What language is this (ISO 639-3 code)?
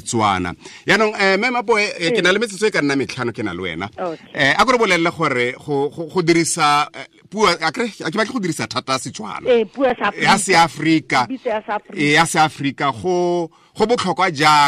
tsn